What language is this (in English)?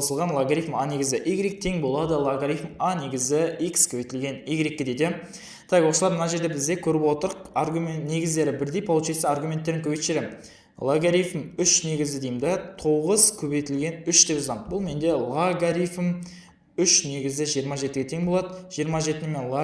Kazakh